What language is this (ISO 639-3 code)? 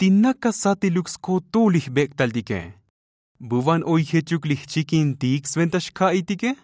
tzo